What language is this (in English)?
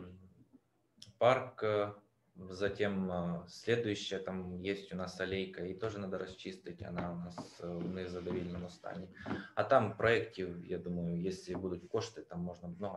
Ukrainian